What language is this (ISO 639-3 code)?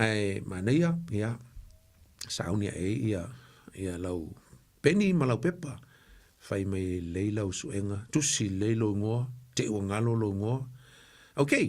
smo